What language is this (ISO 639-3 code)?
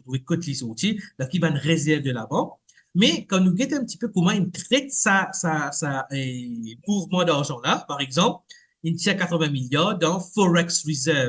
mfe